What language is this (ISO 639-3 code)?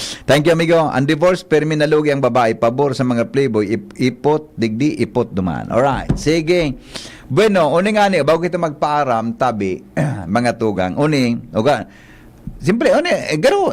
bik